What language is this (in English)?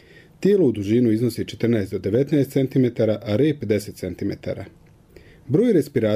Croatian